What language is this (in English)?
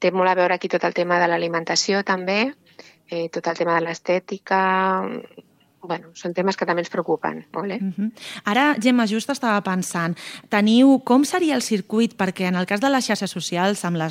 Catalan